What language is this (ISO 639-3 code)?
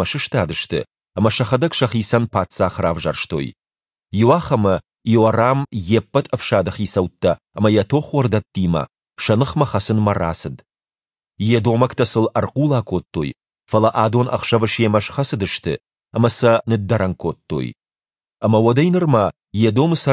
oss